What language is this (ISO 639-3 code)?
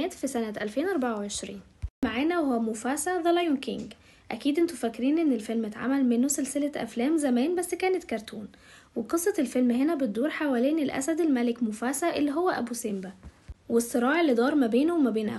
arz